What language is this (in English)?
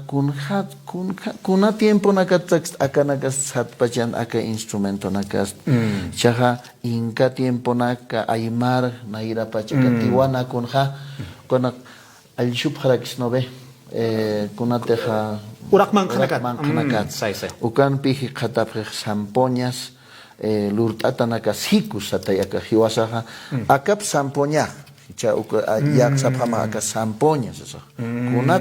Aymara